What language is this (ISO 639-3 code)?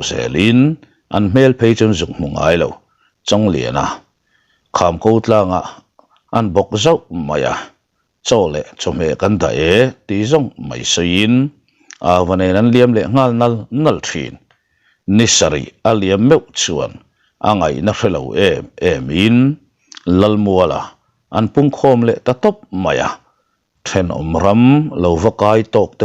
lus